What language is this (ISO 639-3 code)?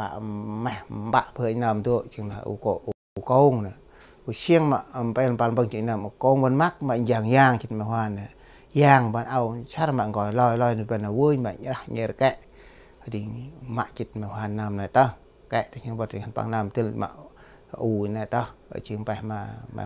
cmo